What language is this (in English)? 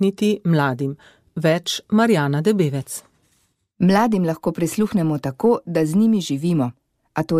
Slovenian